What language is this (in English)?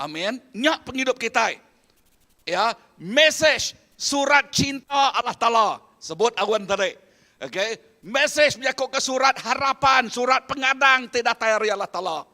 Iban